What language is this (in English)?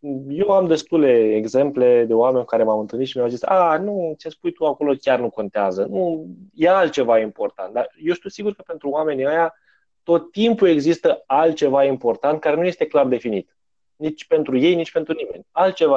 Romanian